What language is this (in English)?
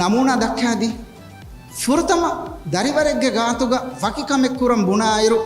Divehi